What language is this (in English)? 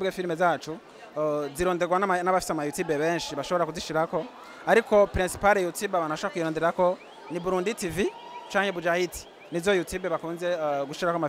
Rundi